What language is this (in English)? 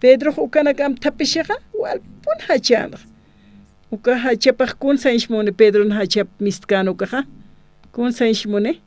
Aymara